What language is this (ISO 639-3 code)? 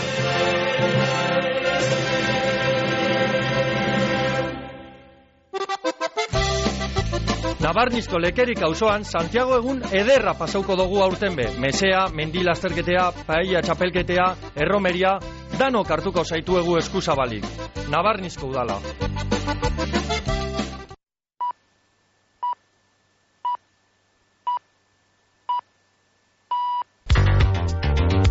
eus